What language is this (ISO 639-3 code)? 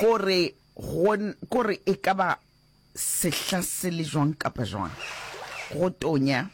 nso